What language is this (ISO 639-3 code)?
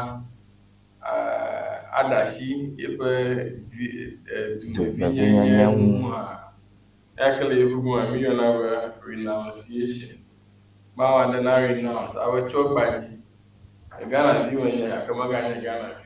ewe